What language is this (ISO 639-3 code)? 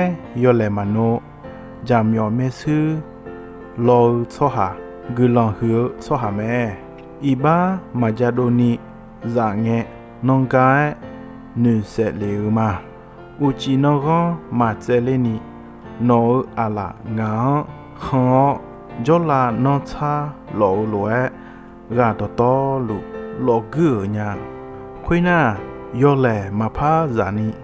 ahk